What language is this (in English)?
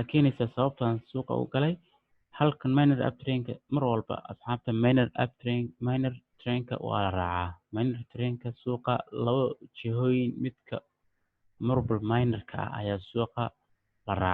Somali